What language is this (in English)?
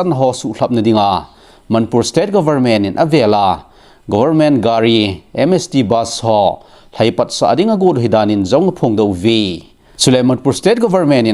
Thado Chin